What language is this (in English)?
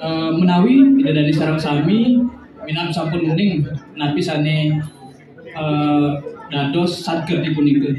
Balinese